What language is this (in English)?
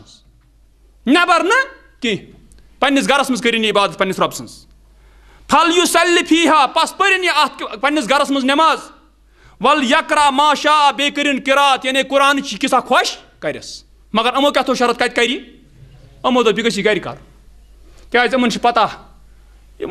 Kashmiri